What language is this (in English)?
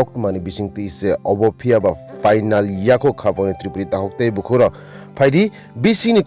Kok Borok